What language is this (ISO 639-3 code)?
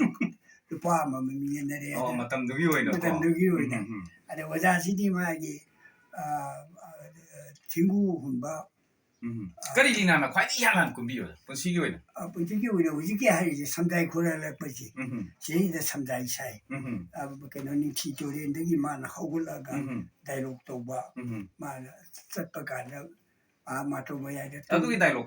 mni